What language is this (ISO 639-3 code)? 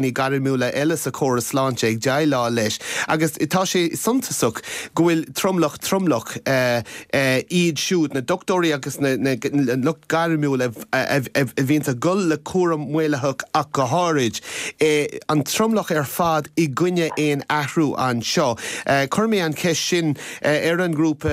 gle